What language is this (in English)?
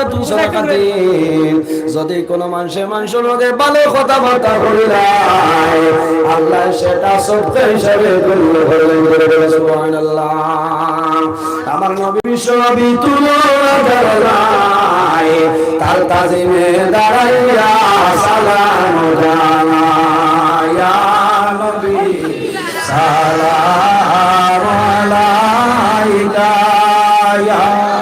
Sylheti